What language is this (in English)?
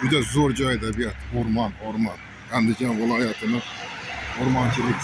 Uzbek